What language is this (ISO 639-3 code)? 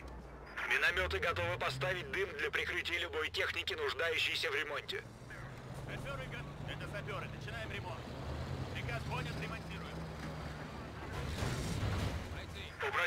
rus